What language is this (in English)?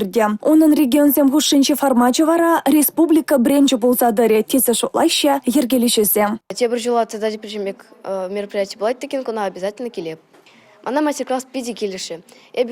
Chuvash